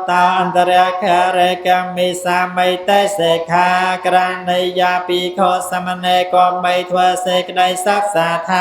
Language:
Khmer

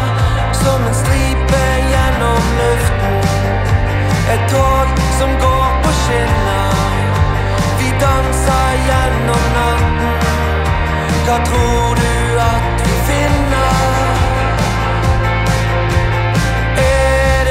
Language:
Norwegian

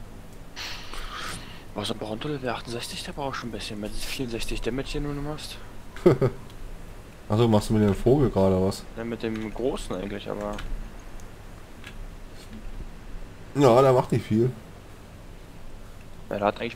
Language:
German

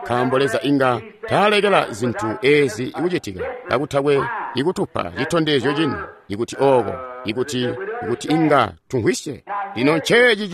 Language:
Tonga (Zambia)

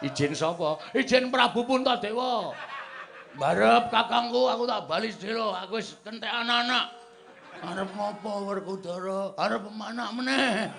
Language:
Javanese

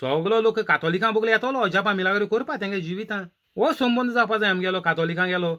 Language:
Konkani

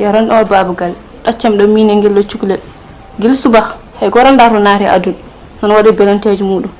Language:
Fula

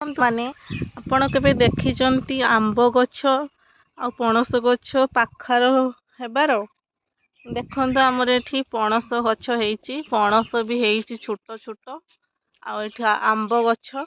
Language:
Odia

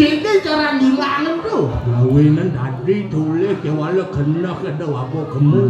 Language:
Balinese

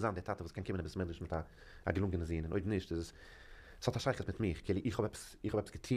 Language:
Yiddish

